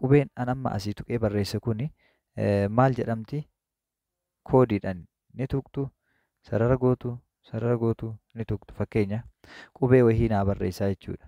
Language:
Oromo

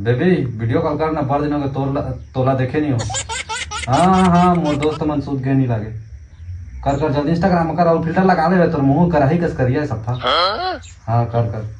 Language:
Chhattisgarhi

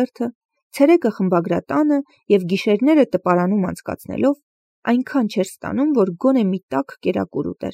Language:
Armenian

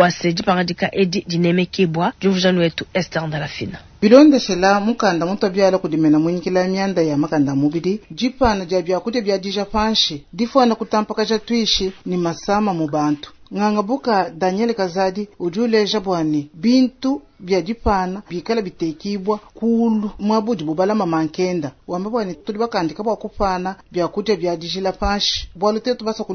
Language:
Luba-Lulua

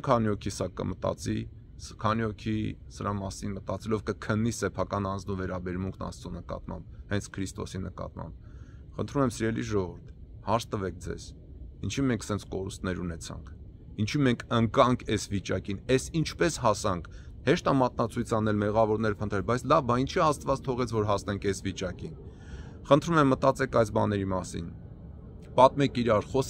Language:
Armenian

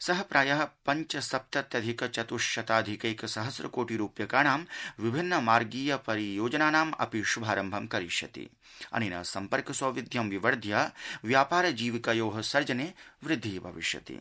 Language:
Sanskrit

